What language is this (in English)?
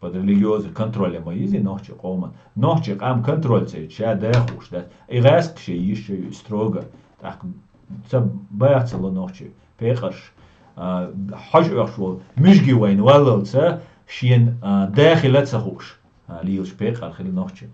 Chechen